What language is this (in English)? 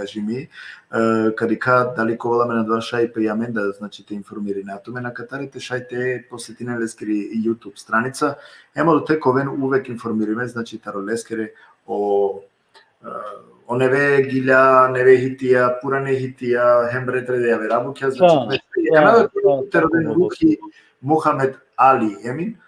Balkan Romani